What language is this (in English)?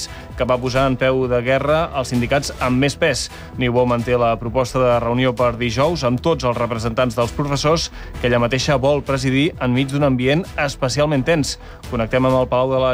Catalan